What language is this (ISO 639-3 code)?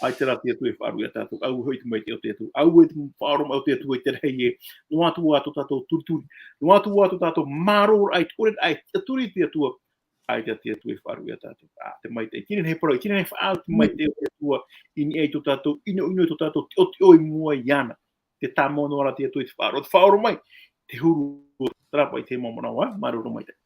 tah